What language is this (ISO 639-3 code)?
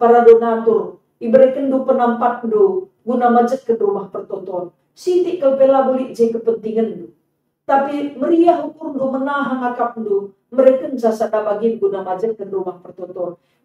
btx